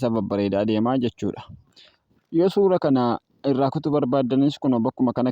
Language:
Oromo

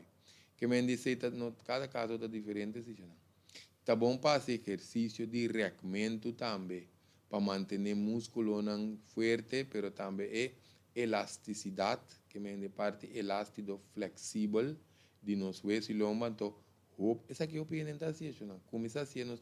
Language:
Papiamento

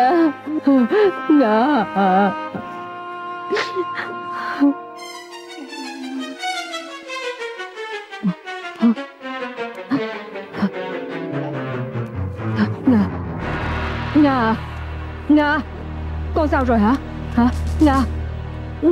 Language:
Vietnamese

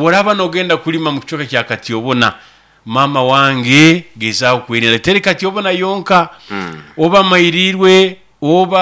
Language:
Nyoro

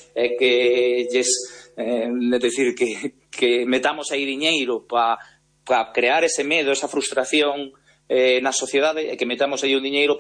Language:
Galician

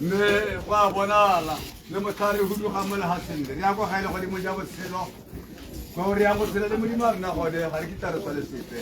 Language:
Tswana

